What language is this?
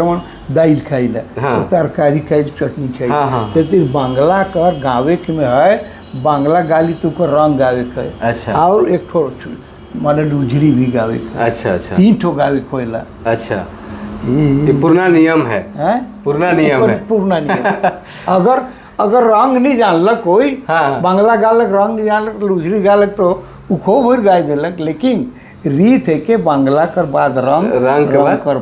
Sadri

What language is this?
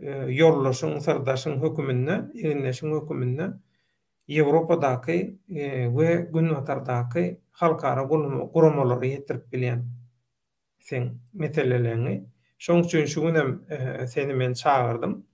Turkmen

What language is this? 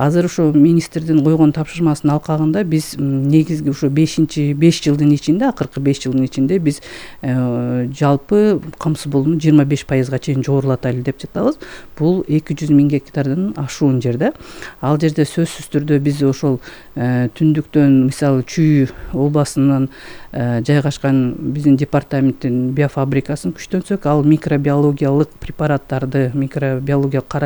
Kyrgyz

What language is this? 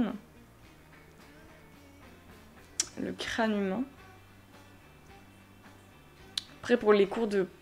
French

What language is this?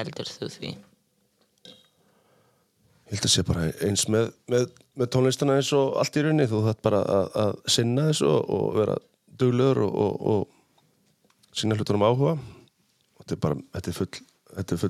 Icelandic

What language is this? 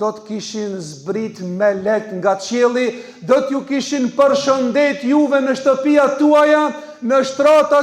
Albanian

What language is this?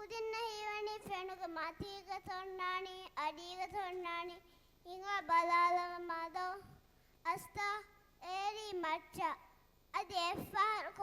Divehi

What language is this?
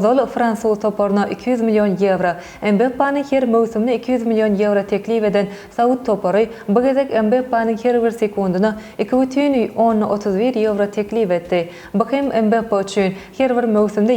Turkmen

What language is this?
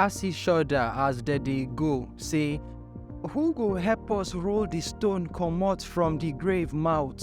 Nigerian Pidgin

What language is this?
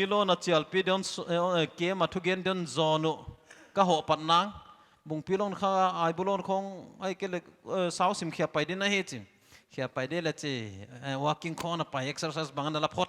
Paite Chin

